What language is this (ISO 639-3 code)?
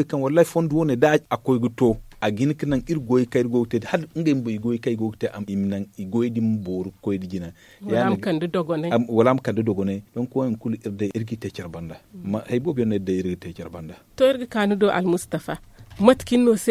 dje